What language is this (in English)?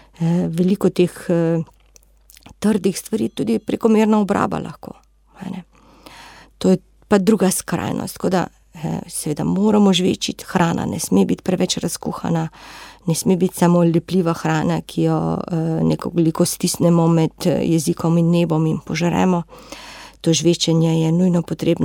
Slovenian